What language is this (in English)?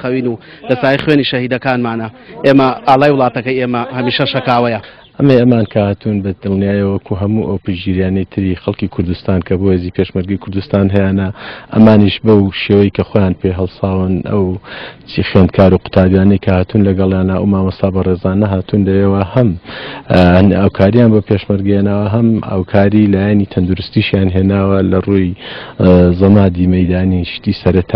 Central Kurdish